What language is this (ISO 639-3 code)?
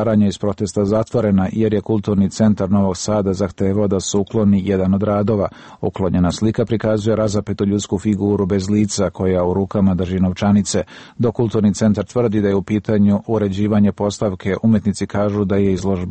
srp